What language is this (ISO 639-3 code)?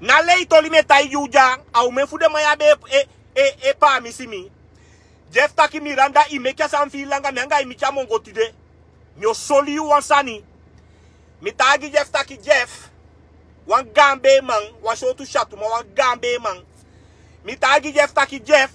srn